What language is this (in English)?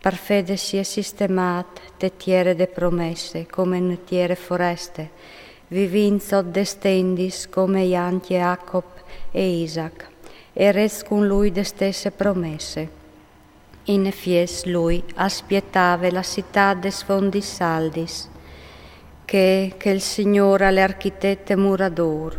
Friulian